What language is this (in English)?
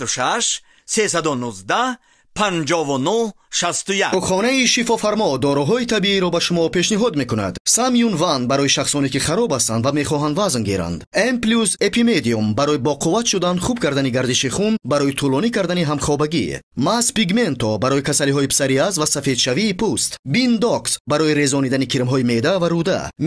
Tajik